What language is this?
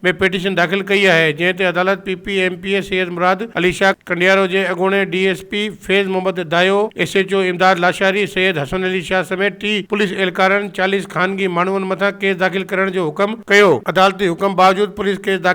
Sindhi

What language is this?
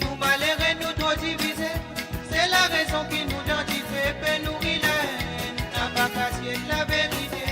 Morisyen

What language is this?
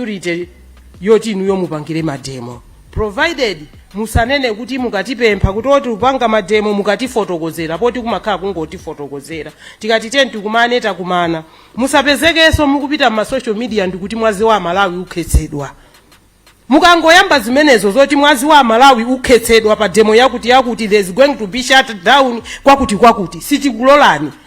Nyanja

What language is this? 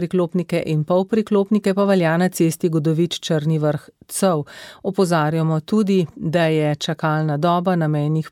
Slovenian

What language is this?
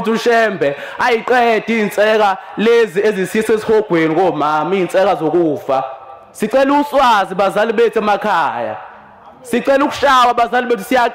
Zulu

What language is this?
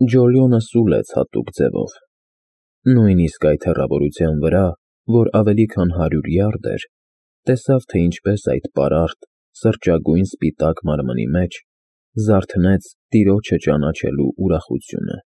Armenian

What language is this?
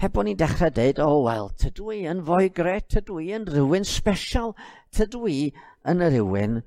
Welsh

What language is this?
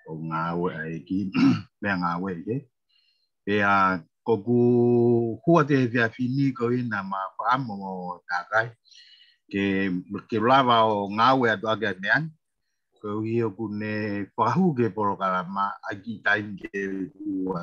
Tongan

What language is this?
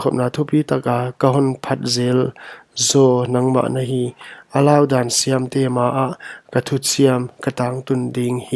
Paite Chin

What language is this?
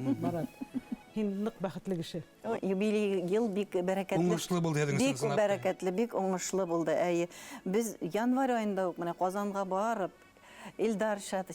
Bashkir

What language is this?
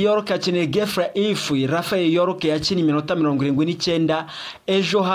Kinyarwanda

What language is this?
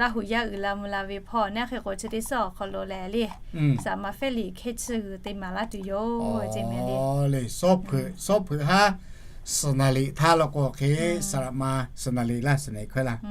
Lahu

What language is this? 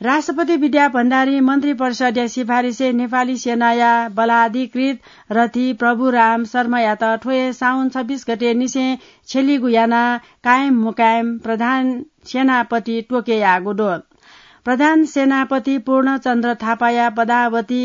Newari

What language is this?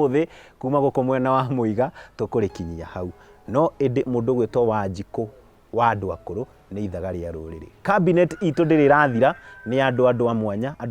Kikuyu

